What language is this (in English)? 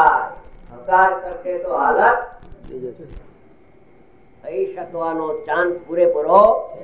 Gujarati